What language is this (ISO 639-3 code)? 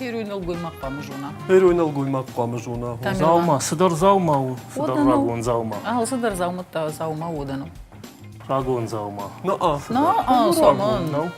oss